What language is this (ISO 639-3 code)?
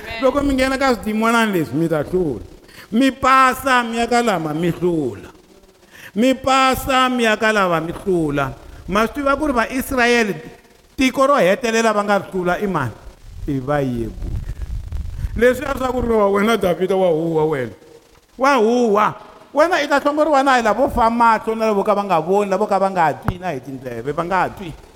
tso